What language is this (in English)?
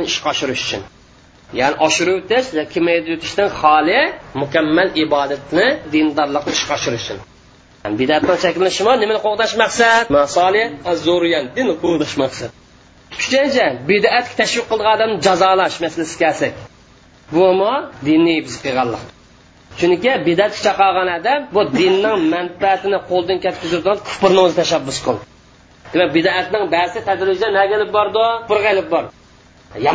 Uyghur